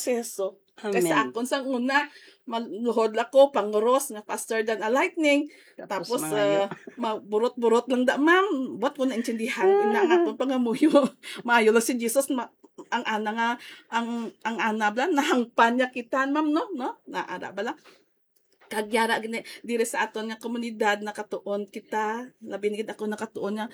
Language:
Hiligaynon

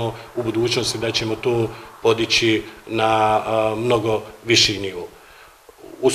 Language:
Bosnian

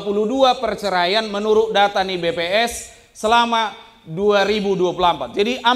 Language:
Batak Toba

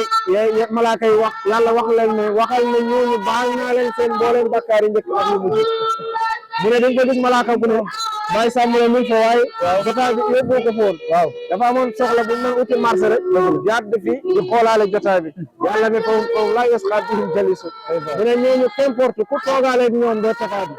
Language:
Wolof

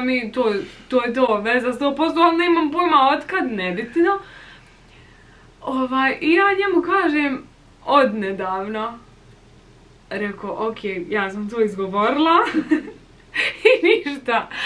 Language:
Bosnian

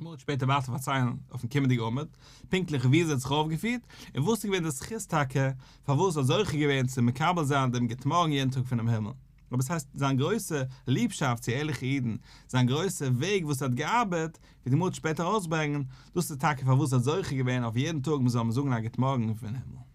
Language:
Yiddish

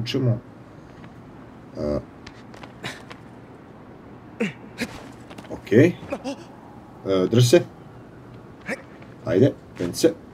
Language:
Croatian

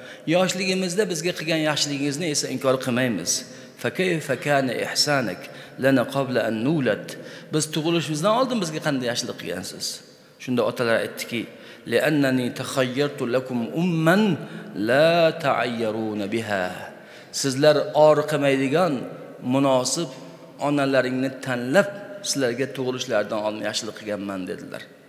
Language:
Uzbek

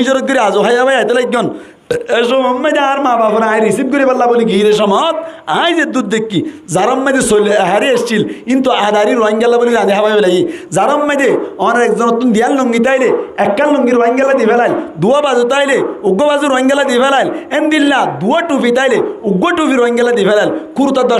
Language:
Rohingya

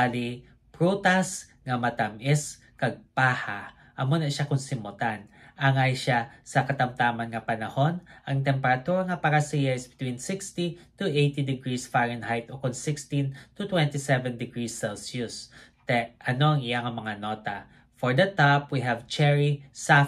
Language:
Hiligaynon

